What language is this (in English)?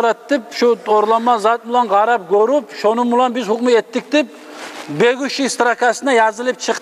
Kumyk